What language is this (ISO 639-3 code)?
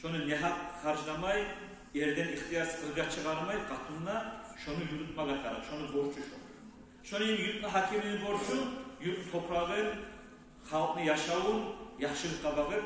kum